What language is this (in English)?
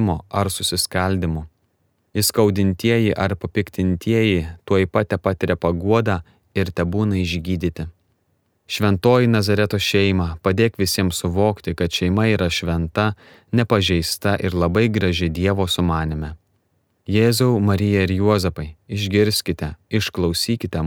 Lithuanian